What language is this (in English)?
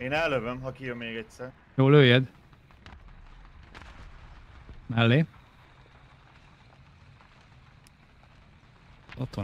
Hungarian